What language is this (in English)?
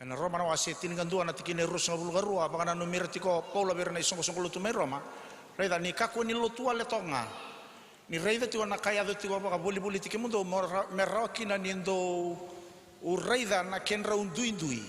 Fijian